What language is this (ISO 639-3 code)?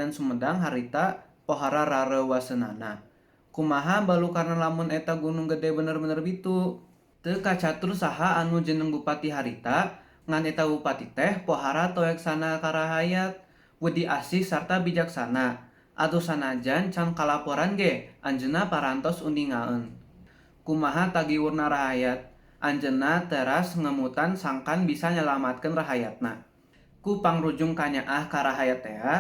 sun